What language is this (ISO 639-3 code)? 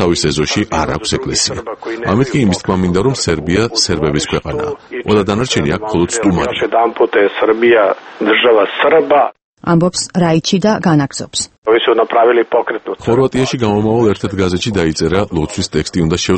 kat